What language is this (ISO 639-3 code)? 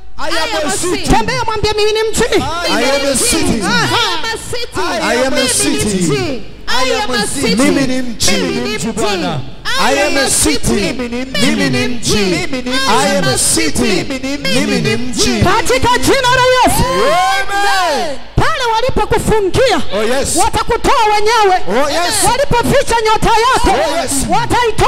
swa